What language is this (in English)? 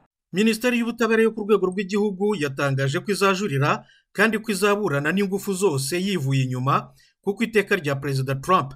Kinyarwanda